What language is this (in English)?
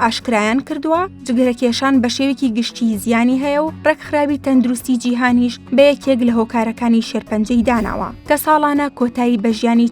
Central Kurdish